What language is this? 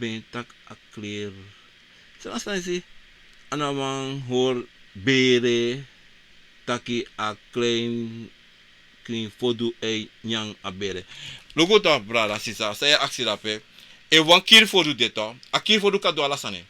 Sranan Tongo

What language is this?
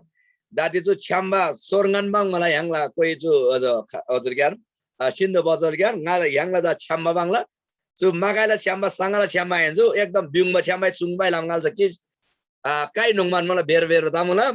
Eastern Tamang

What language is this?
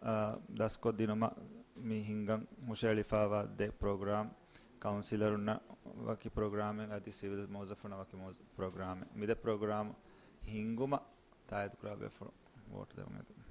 Divehi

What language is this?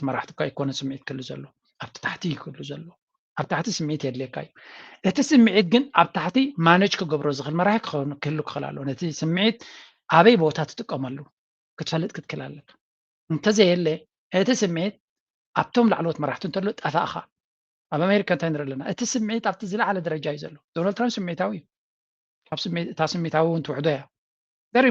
Tigrinya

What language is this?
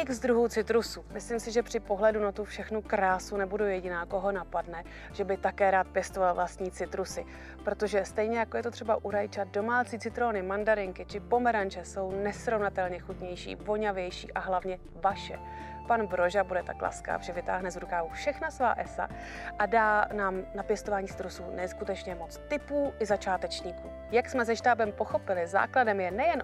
Czech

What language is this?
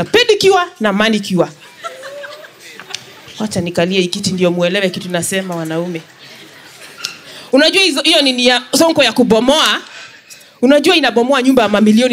Swahili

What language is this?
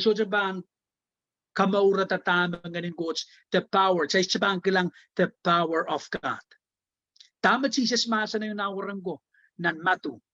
Pohnpeian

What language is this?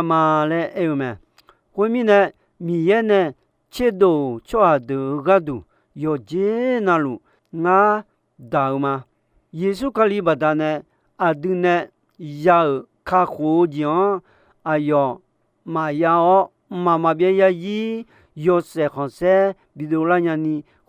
Akha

